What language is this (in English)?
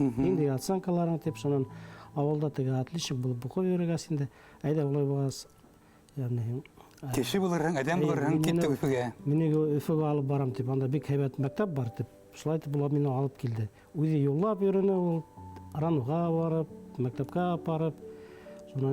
Bashkir